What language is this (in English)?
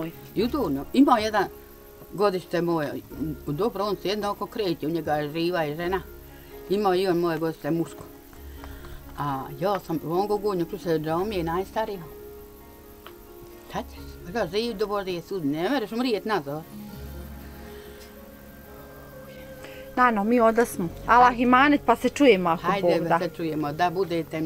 Bosnian